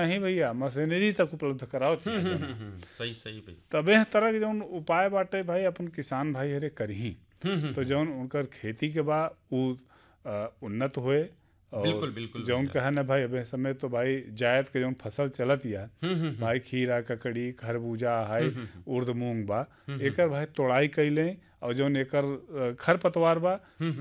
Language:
Bhojpuri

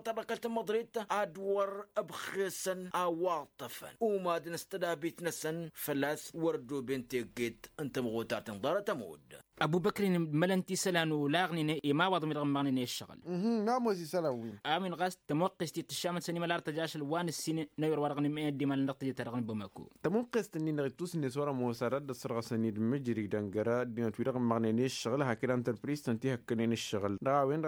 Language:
Tamasheq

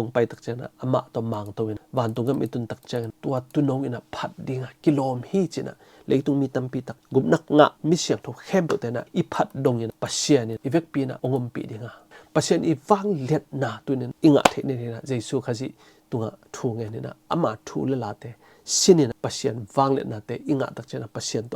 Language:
Tedim Chin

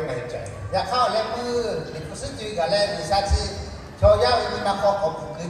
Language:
Lahu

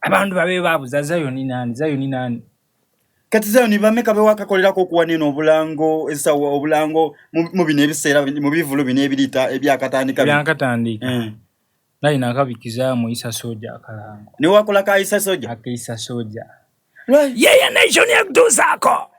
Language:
Soga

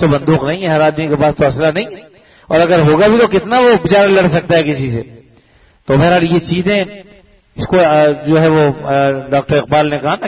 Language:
Urdu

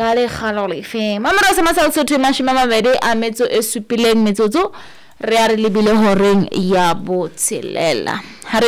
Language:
Southern Sotho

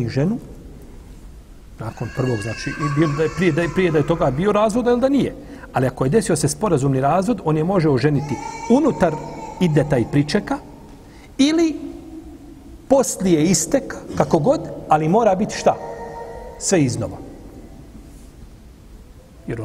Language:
Bosnian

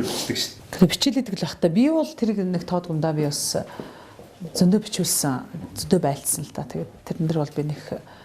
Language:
Mongolian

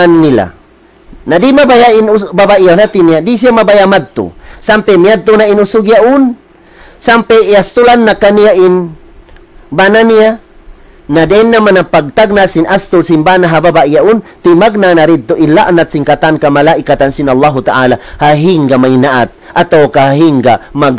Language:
Tausug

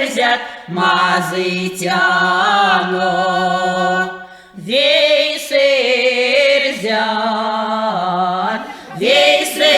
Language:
Erzya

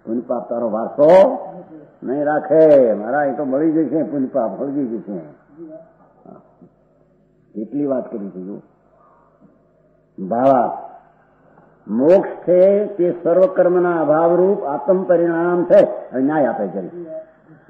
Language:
Gujarati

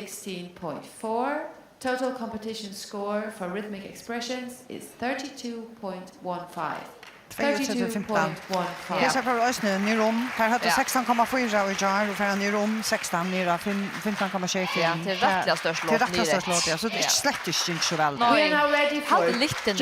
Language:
Faroese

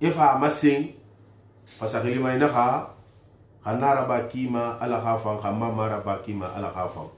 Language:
Susu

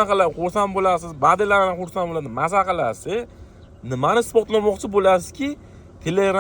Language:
Uzbek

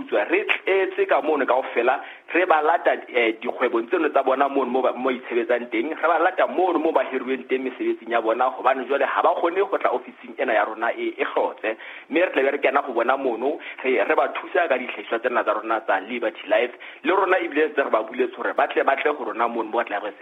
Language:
Southern Sotho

